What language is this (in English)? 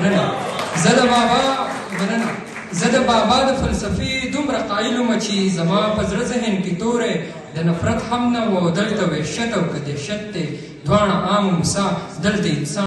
Pashto